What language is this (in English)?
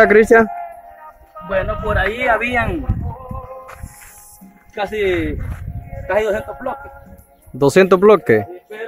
Spanish